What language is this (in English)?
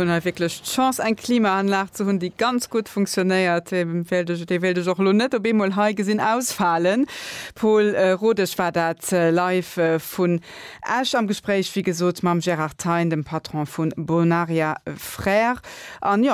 Luxembourgish